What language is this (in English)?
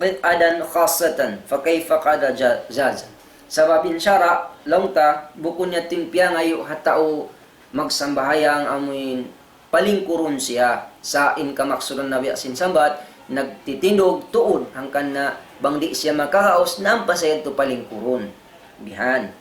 Tausug